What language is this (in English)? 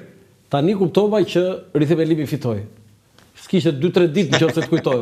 Albanian